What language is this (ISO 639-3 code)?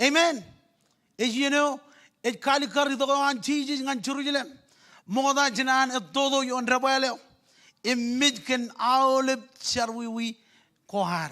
mah